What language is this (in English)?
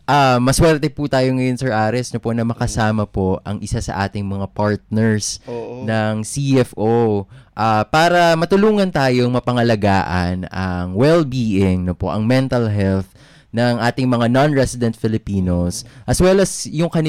Filipino